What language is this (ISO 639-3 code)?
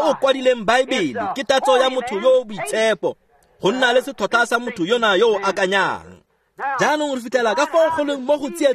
tsn